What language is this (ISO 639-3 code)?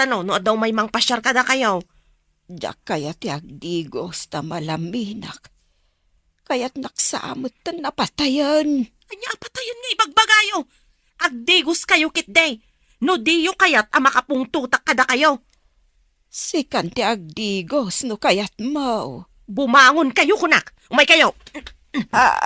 ilo